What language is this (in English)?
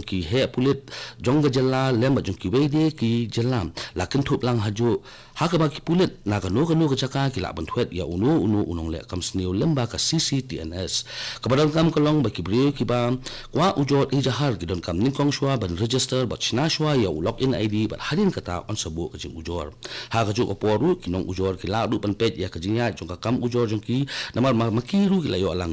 Khasi